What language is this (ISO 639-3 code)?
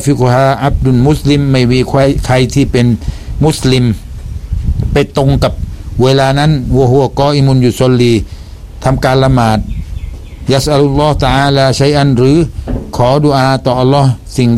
tha